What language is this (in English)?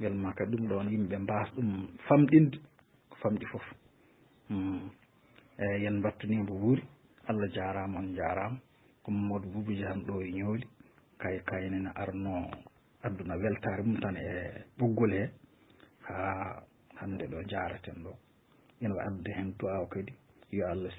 Fula